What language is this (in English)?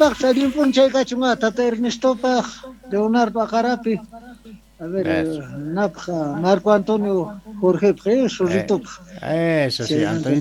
South Bolivian Quechua